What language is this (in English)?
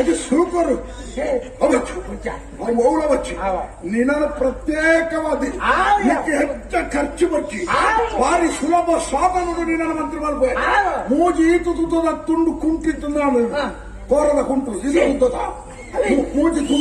Tulu